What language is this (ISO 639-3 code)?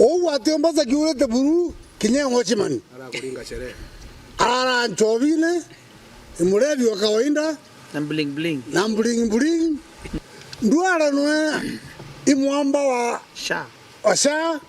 mer